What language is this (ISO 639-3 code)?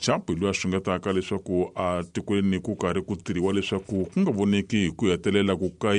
tso